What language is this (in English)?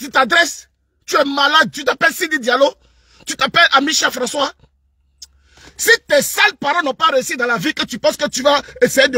French